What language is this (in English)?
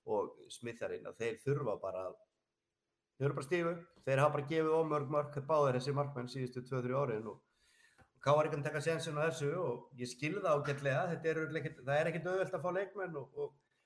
Icelandic